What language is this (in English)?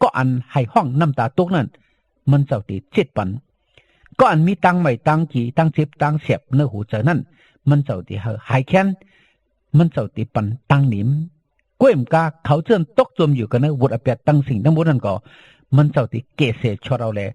Shan